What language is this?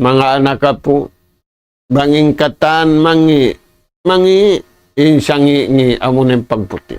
Tausug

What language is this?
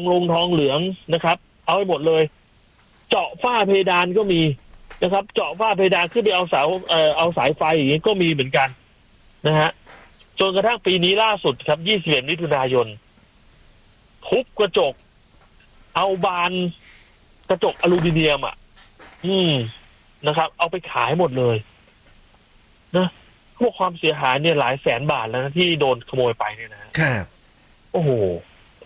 Thai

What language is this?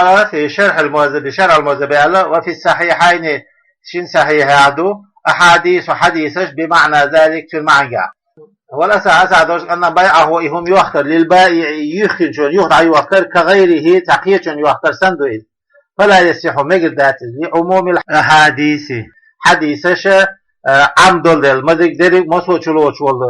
Chechen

